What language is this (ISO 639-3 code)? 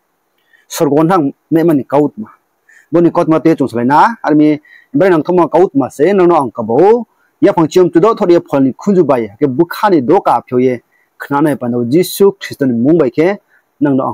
ria